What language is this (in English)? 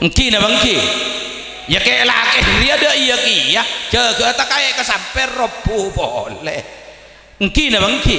Madurese